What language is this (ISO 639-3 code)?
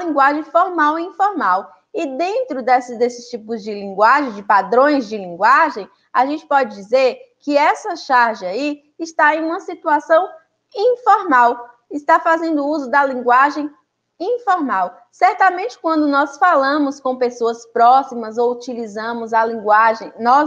por